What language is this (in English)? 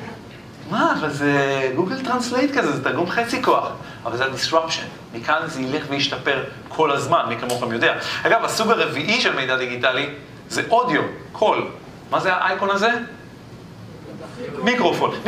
Hebrew